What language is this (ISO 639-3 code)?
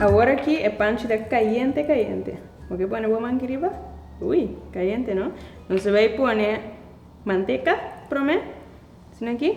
pap